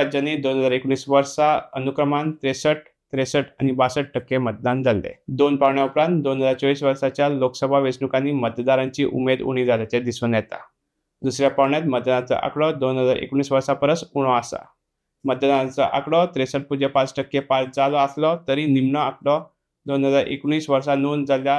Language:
Konkani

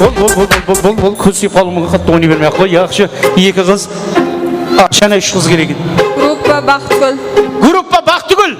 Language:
Kara-Kalpak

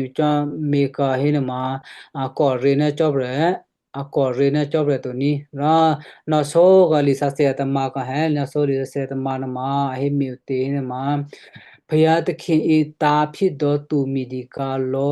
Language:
Western Kayah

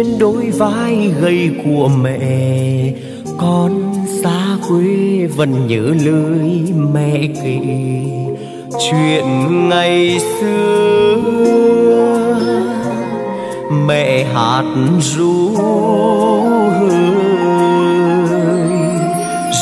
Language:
Vietnamese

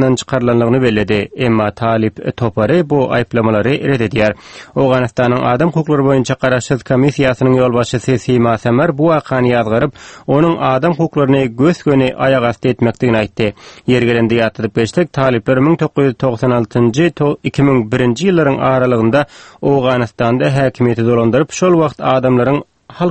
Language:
Turkmen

